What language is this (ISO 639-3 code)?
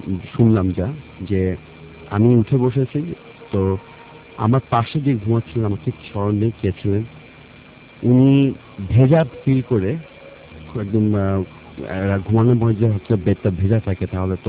ben